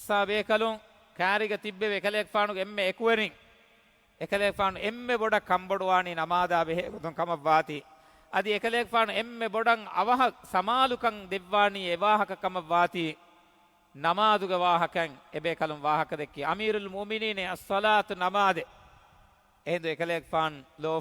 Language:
Divehi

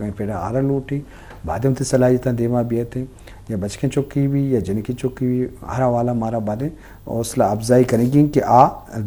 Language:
Eastern Balochi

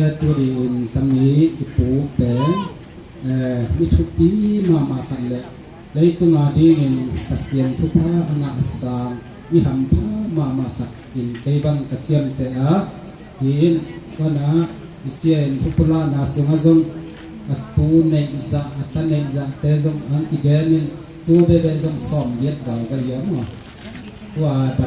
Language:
Tedim Chin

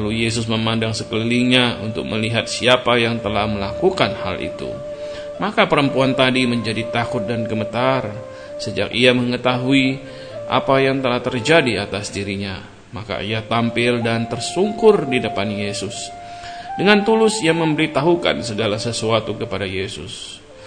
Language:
Indonesian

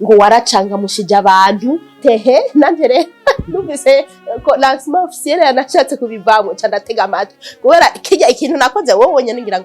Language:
Rundi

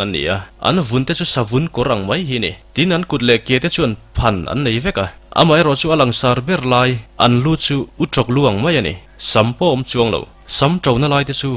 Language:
Mizo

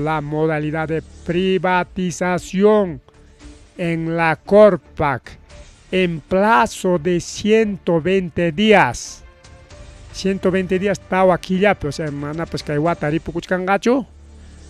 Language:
Ayacucho Quechua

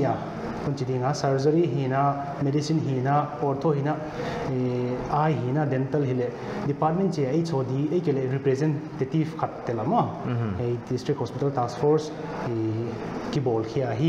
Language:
Paite Chin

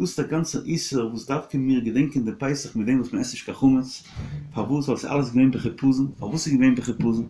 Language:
Yiddish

